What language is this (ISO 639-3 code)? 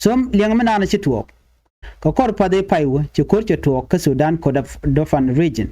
nus